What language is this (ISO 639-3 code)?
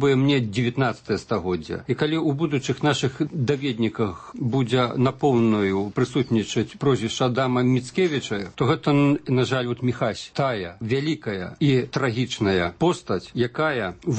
bel